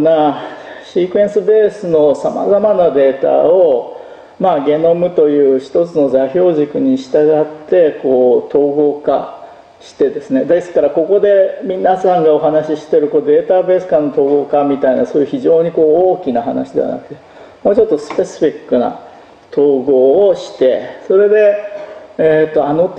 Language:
Japanese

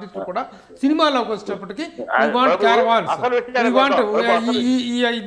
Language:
Telugu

